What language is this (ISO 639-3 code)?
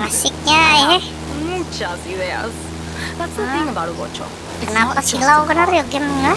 bjn